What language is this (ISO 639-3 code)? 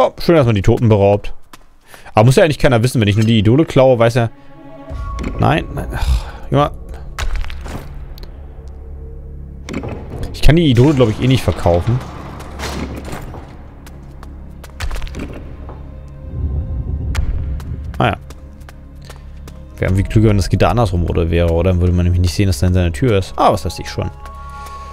deu